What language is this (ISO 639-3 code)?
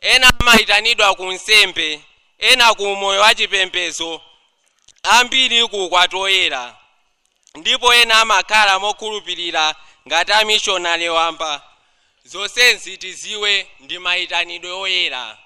nya